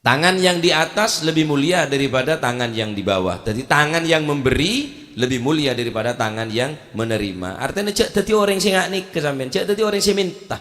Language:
Madurese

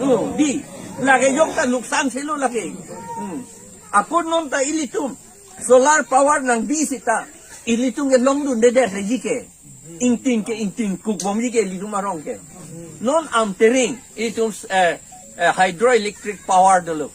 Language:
Karbi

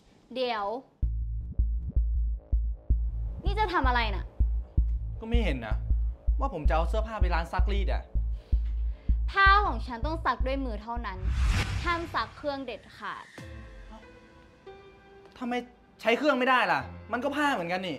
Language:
Thai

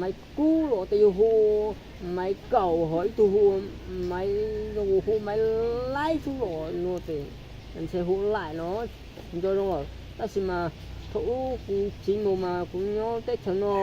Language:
Hmong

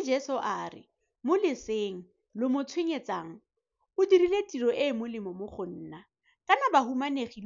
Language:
Tswana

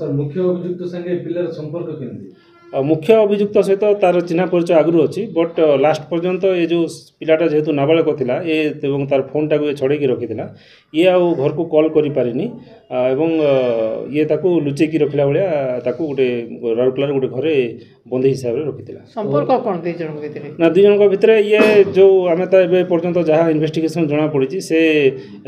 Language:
Odia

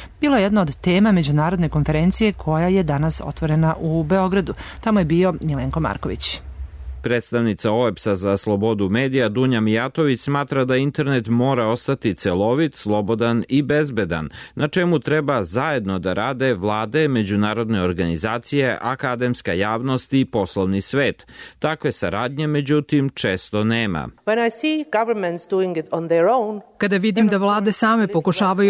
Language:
Serbian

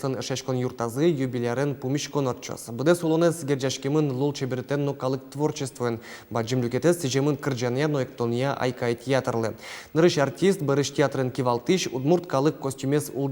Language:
Udmurt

